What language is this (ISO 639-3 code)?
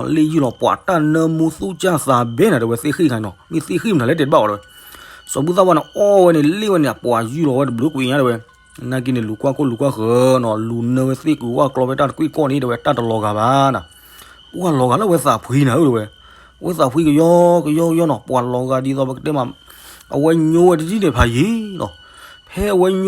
ksw